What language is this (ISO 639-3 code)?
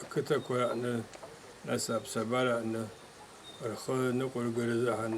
abk